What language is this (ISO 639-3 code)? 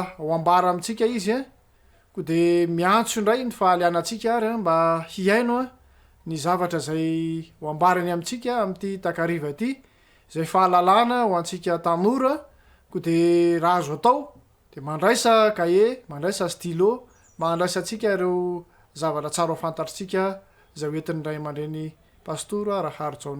mlg